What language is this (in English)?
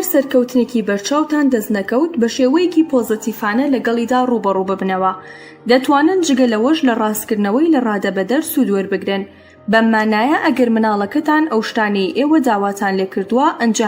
Central Kurdish